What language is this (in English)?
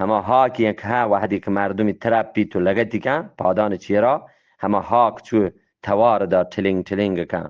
Eastern Balochi